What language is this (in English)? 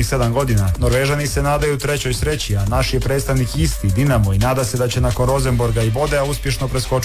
Croatian